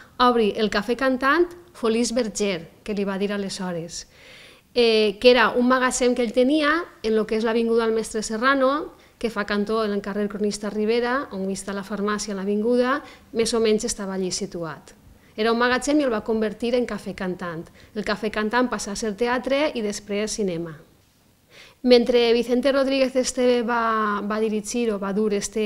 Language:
Catalan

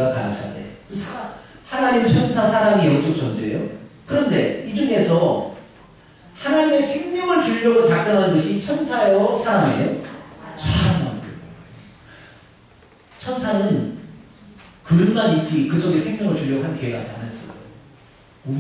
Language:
Korean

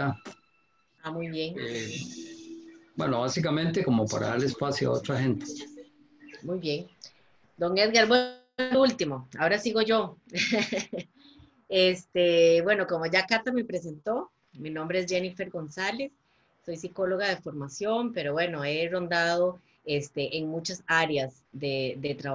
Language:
Spanish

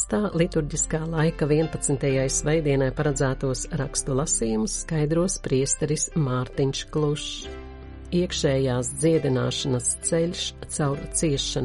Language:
Latvian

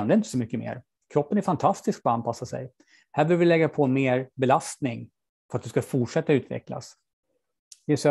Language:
Swedish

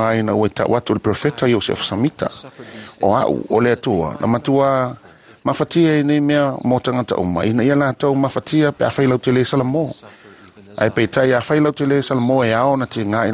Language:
Samoan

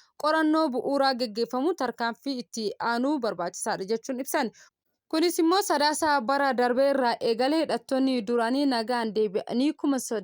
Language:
Oromo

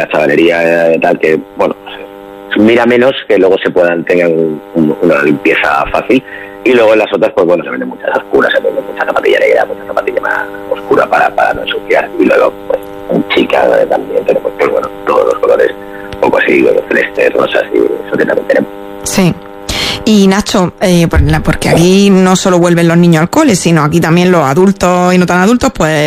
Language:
Spanish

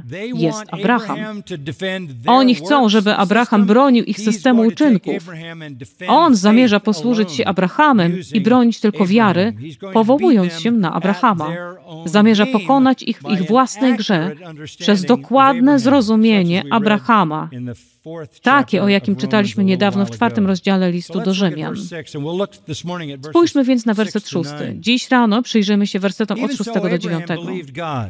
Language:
Polish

